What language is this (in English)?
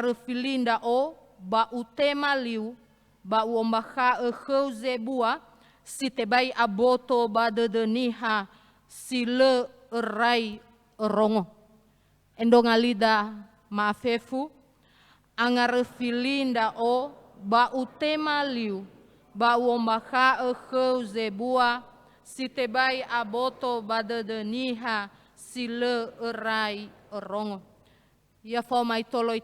Nias